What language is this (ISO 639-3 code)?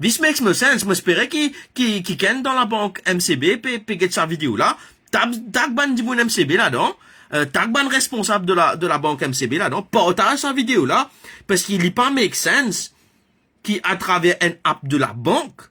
mfe